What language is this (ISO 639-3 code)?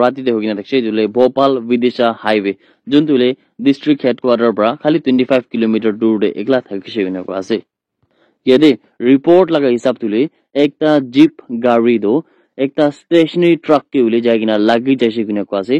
nag